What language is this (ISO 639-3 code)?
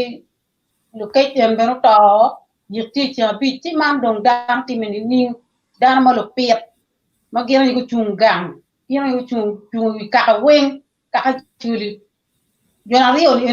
ach